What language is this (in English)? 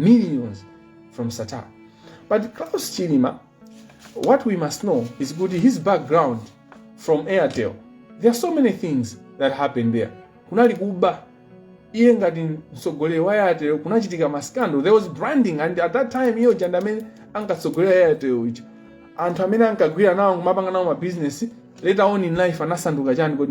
Nyanja